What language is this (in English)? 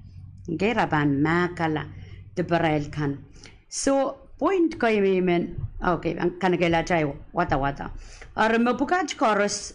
Pohnpeian